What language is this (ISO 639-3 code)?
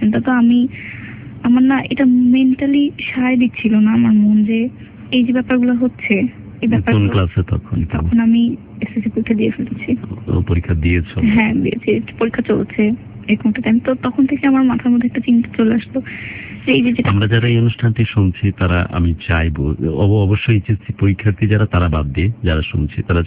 ben